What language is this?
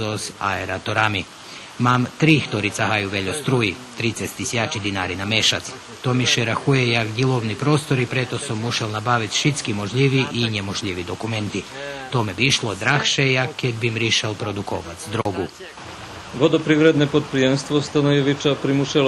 Rusyn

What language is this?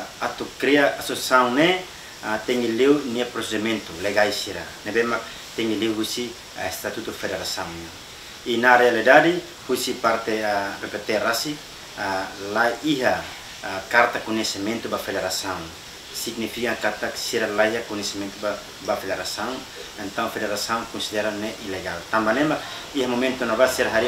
Tetum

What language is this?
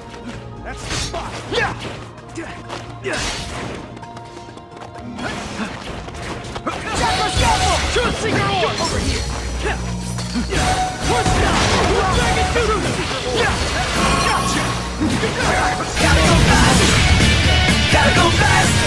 English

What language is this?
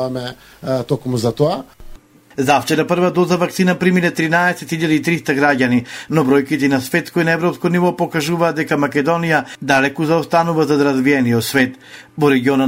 Macedonian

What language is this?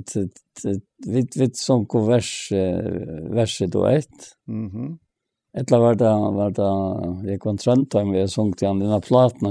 Faroese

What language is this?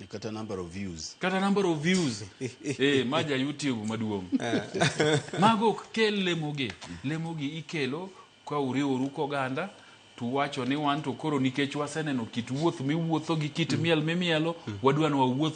Luo (Kenya and Tanzania)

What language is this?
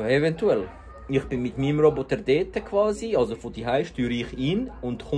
Swiss German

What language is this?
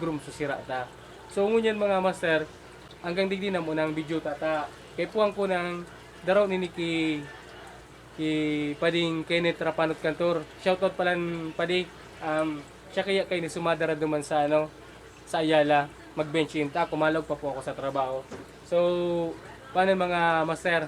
Bikol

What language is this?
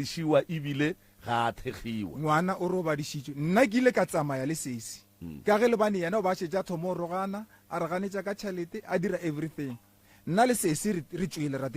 Northern Sotho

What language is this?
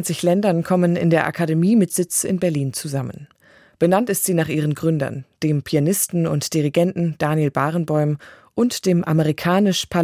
German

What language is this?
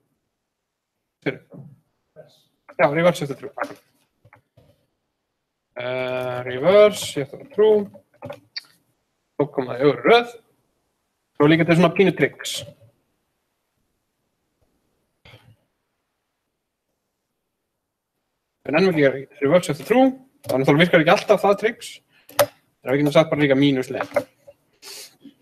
Icelandic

